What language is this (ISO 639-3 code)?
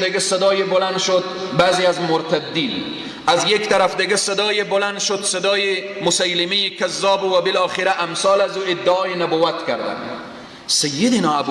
fas